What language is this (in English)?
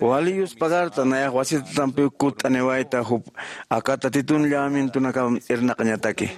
Aymara